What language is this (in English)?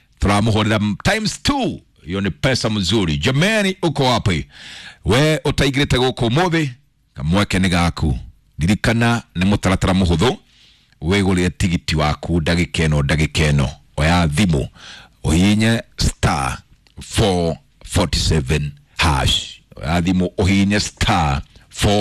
Kikuyu